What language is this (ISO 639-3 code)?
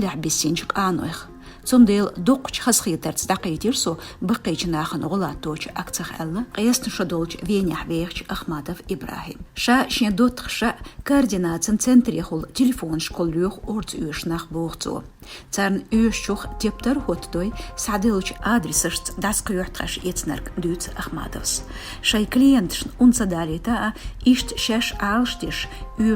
che